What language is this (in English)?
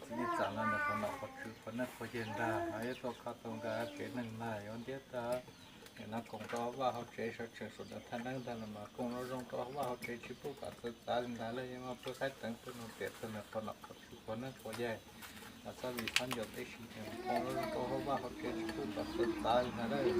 Hmong